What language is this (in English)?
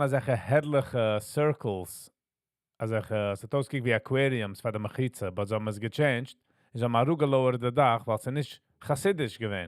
Yiddish